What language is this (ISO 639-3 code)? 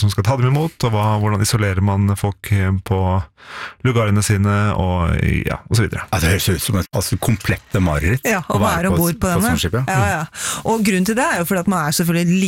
nor